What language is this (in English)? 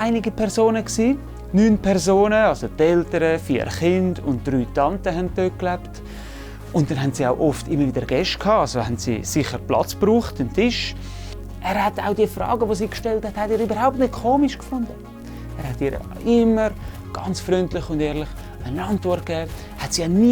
Swiss German